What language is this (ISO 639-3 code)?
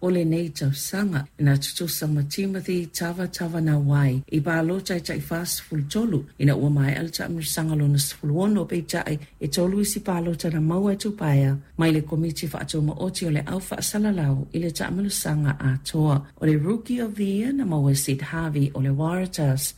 smo